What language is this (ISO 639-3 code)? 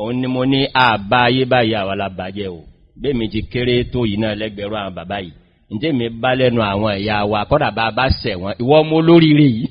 yor